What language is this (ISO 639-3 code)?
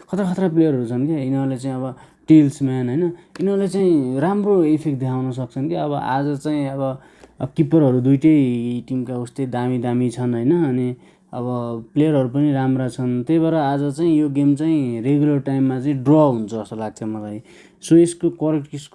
nep